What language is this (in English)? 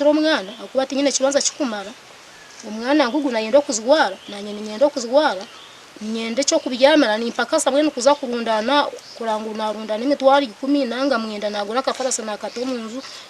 Nyankole